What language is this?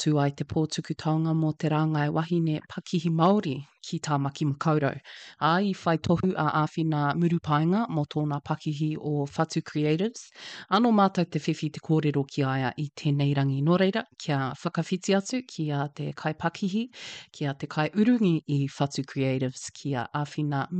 Māori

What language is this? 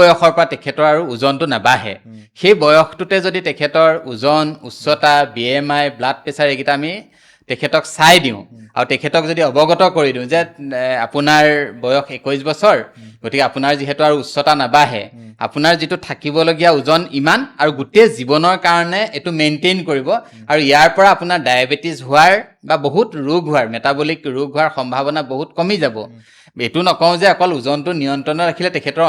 Assamese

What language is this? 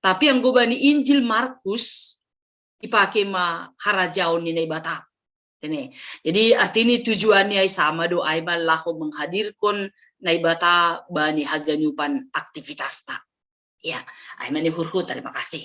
Batak Simalungun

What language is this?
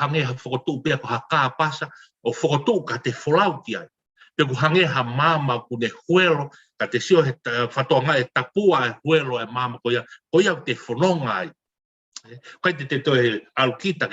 Tongan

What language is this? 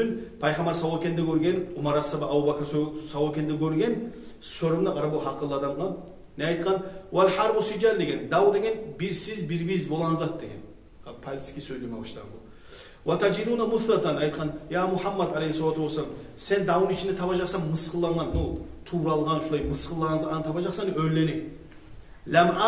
Kumyk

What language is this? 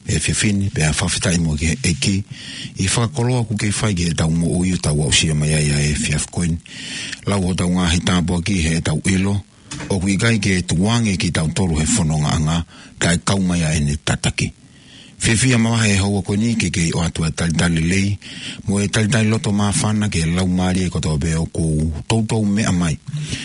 Tongan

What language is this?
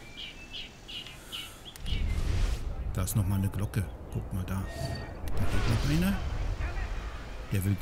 German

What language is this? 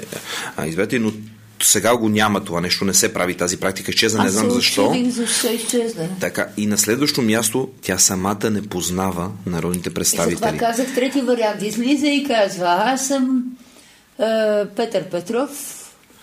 Bulgarian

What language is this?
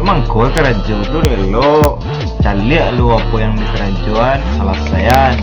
Minangkabau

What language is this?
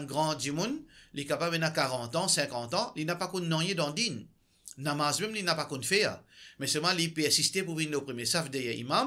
Morisyen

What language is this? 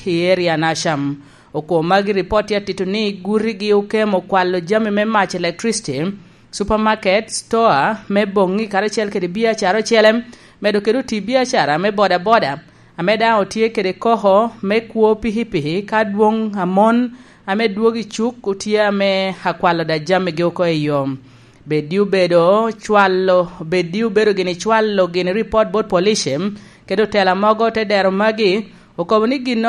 Lango (Uganda)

